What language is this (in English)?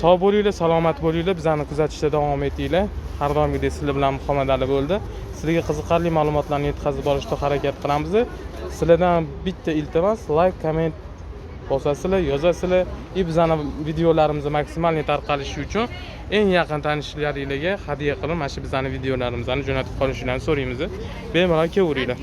Uzbek